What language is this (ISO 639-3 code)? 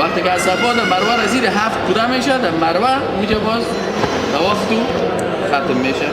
fas